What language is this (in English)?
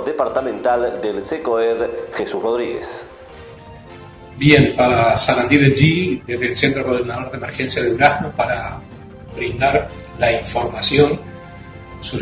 Spanish